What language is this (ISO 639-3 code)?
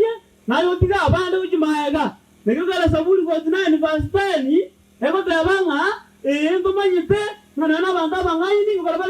guz